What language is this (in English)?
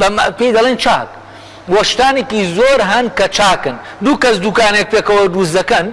Central Kurdish